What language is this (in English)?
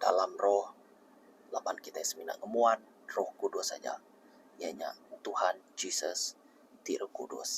Iban